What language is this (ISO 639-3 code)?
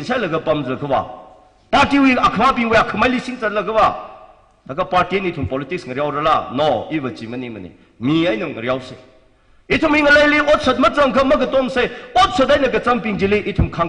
nmf